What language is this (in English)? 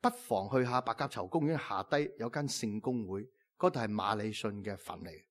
Cantonese